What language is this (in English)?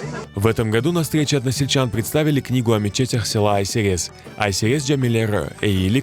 Crimean Tatar